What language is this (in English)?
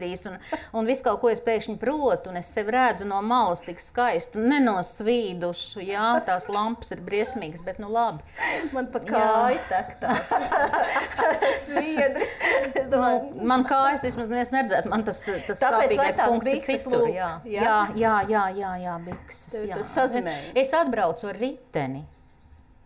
Latvian